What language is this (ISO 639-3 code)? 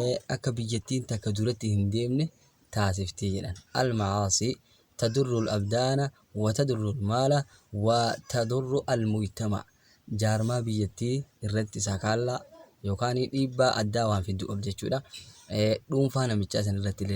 orm